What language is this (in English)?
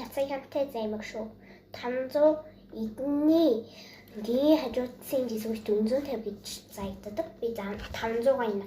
Mongolian